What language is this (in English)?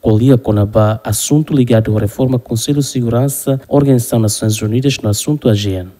Tetum